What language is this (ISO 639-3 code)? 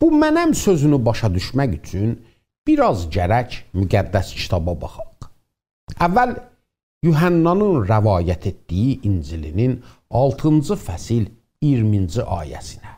azb